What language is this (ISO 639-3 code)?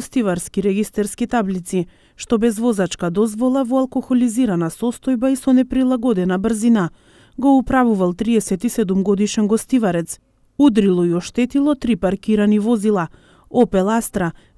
mkd